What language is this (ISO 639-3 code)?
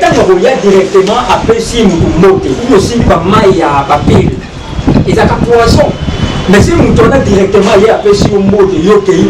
lin